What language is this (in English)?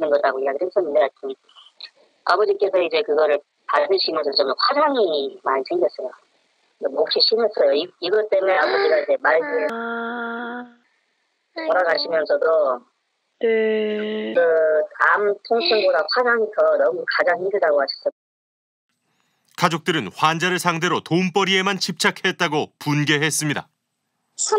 Korean